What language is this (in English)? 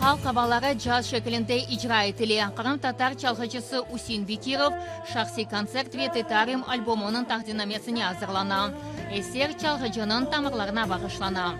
Crimean Tatar